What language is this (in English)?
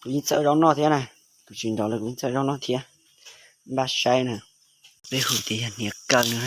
Hmong